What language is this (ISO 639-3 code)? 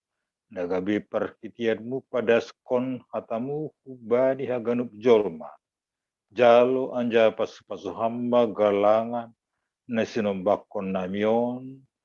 bts